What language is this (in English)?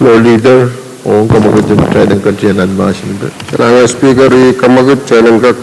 Pohnpeian